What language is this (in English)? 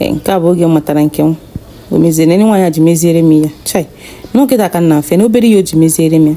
Igbo